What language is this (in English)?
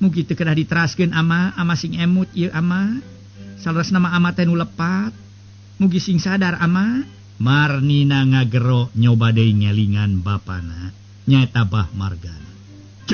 Sundanese